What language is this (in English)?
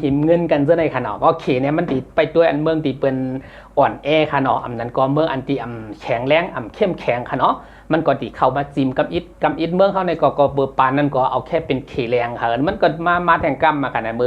Shan